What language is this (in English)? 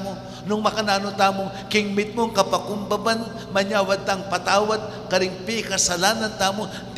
Pampanga